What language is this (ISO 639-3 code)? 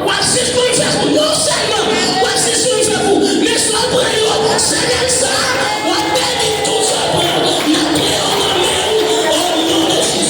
hat